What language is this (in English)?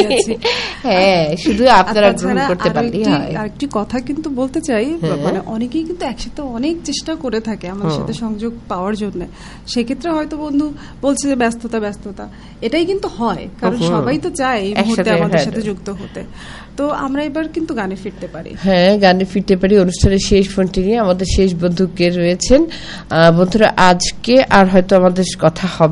Bangla